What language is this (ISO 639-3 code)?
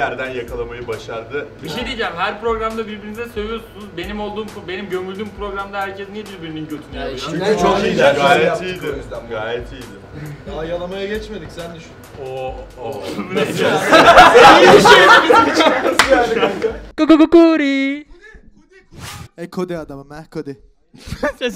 tur